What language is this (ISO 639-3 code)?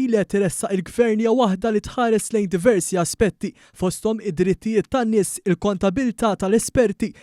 mlt